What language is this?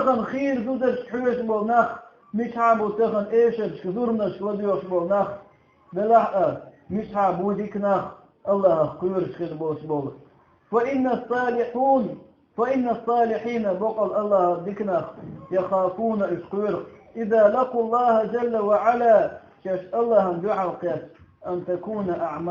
Chechen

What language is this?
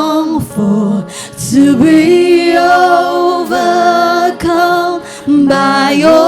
Waray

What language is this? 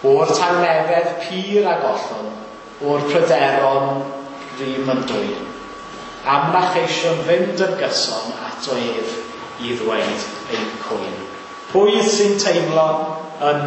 Welsh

